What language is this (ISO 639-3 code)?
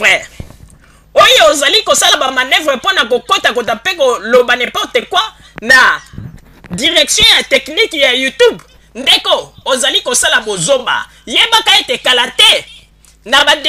lin